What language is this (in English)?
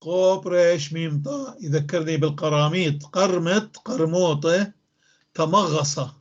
North Levantine Arabic